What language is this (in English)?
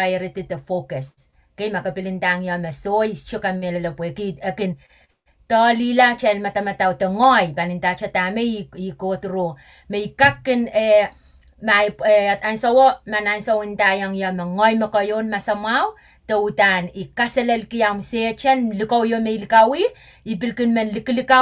Pohnpeian